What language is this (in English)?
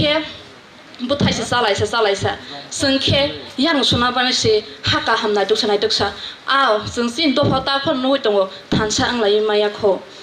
Kok Borok